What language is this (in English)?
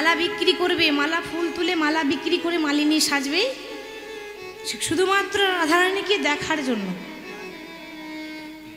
Bangla